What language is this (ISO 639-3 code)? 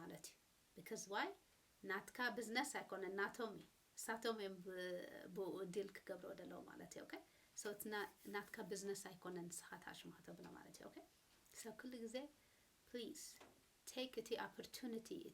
tir